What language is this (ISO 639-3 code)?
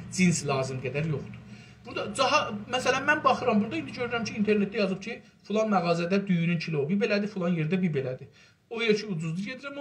azb